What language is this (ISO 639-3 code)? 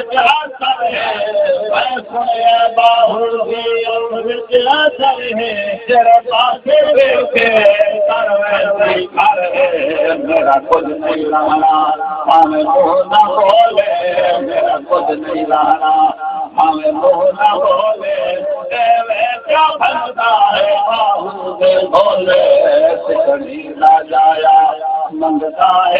skr